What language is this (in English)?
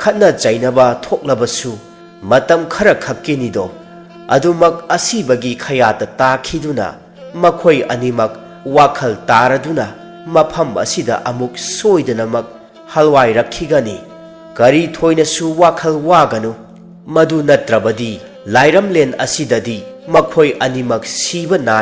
Manipuri